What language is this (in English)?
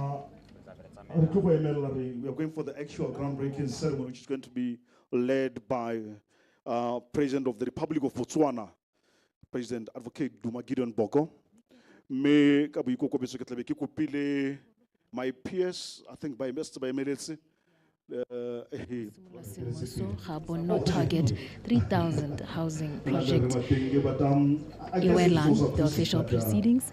Tswana